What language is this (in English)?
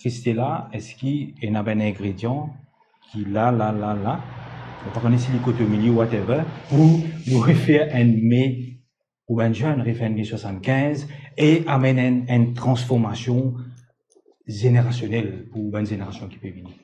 Morisyen